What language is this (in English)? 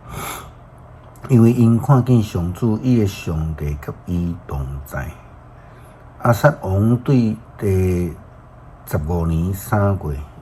Min Nan Chinese